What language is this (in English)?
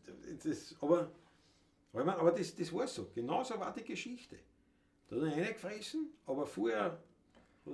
Bavarian